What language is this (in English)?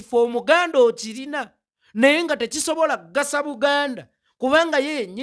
Ganda